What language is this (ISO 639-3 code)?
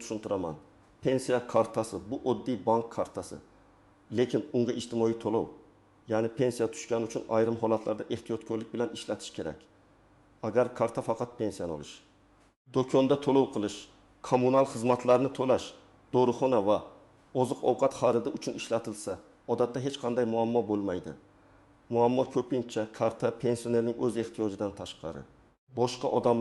uzb